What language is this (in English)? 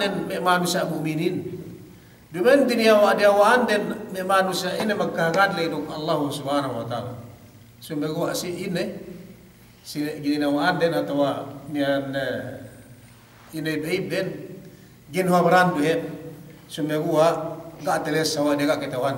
Yakan